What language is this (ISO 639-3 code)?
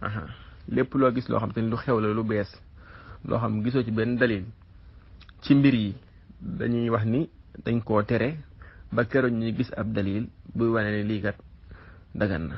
wol